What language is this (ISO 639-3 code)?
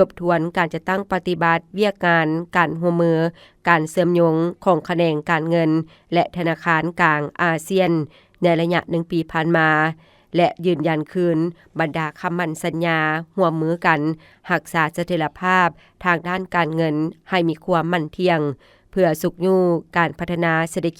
lao